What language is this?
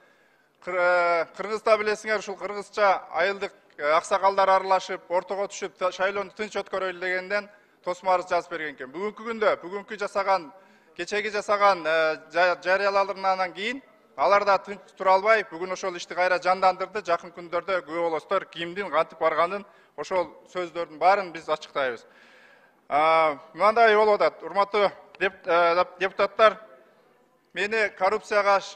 Kyrgyz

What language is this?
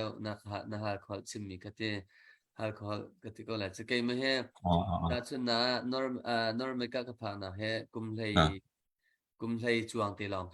Hakha Chin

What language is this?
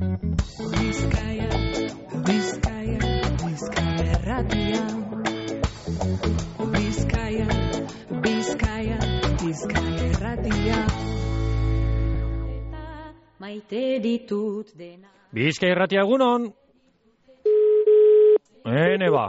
Basque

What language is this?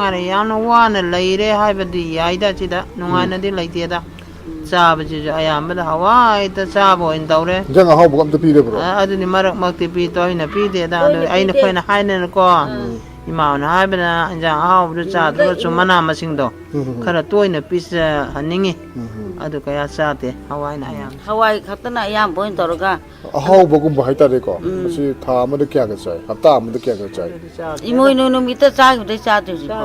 Manipuri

